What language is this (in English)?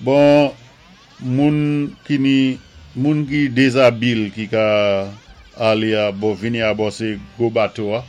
Saint Lucian Creole French